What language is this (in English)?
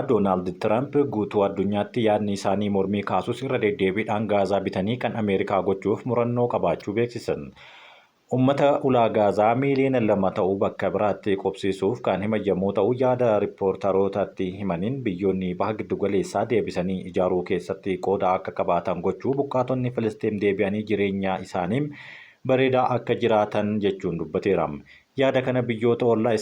Oromo